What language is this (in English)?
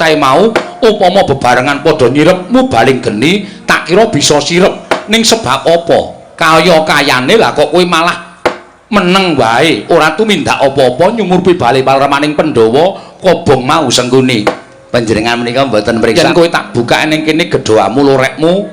Javanese